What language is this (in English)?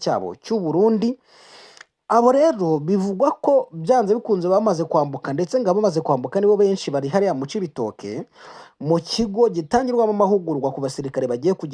Kinyarwanda